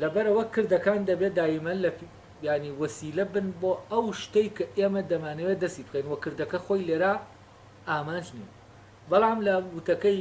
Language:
Central Kurdish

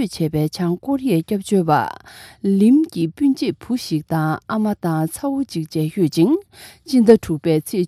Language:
Tibetan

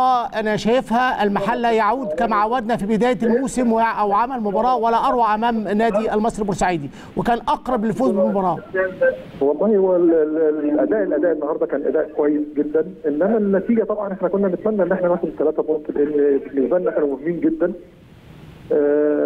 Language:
Egyptian Arabic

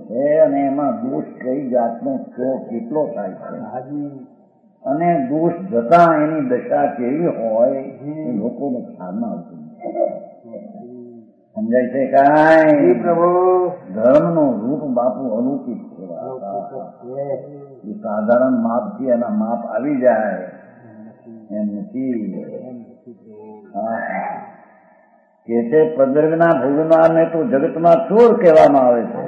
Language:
Gujarati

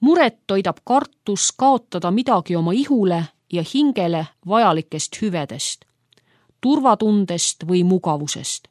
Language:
Estonian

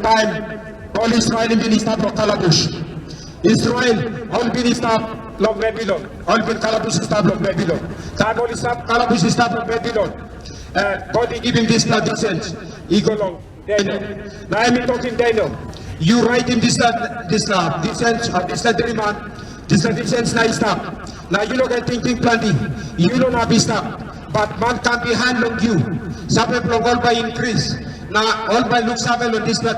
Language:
Tok Pisin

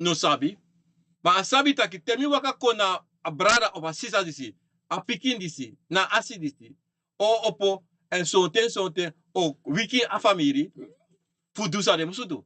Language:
Sranan Tongo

